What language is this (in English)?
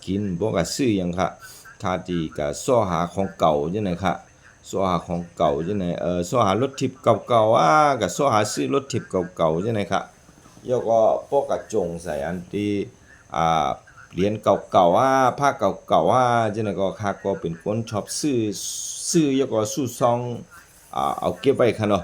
Shan